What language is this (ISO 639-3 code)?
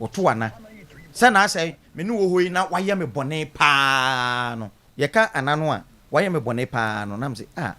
aka